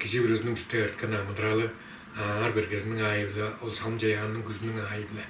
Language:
Tuvinian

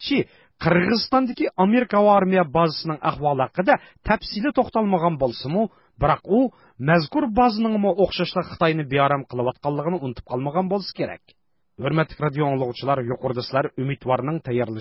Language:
Uyghur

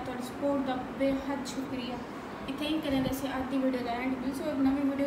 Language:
Saraiki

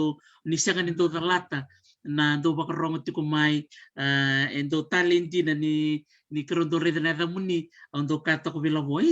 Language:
Fijian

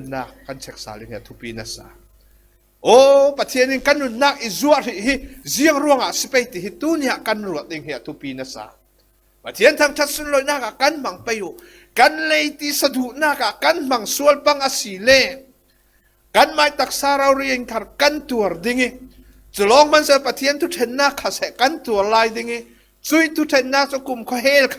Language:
Falam Chin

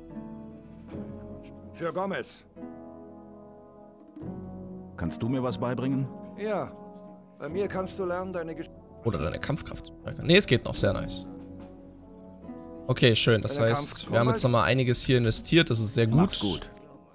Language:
German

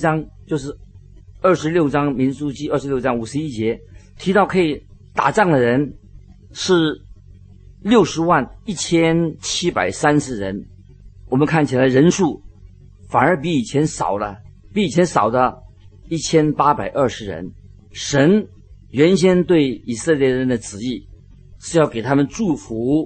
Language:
Chinese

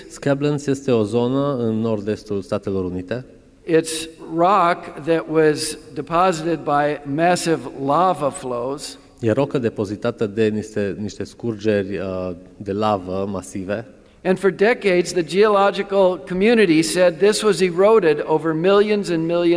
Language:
Romanian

